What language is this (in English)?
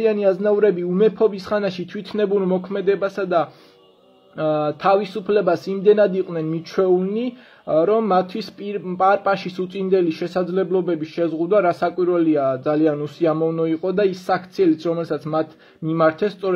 Georgian